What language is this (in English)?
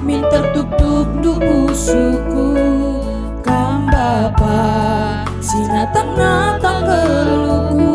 Batak Karo